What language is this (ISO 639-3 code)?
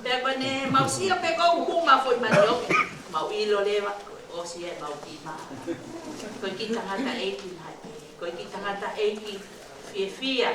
ton